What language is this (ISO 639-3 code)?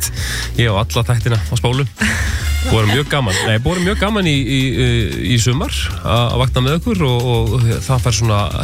isl